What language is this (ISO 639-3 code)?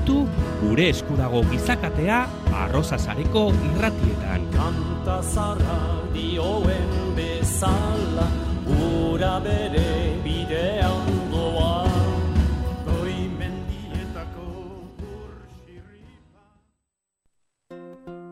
eus